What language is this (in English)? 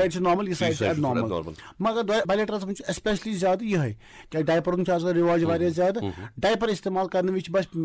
Kashmiri